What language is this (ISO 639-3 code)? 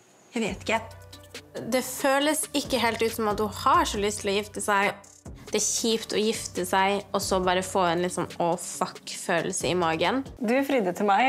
nor